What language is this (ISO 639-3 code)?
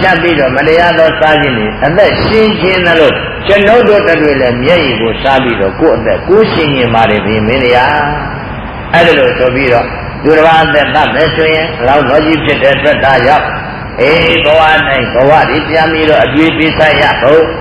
mya